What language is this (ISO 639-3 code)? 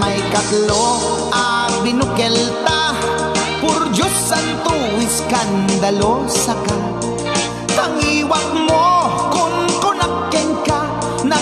ilo